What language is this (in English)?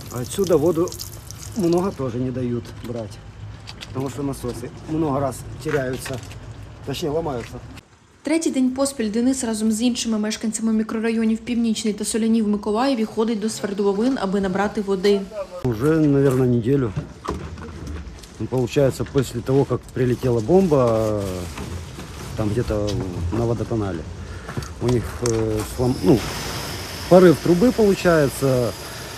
Ukrainian